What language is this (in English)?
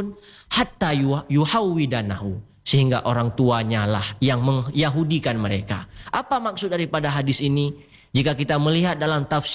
Malay